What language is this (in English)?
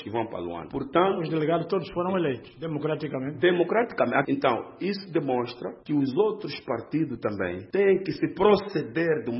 Portuguese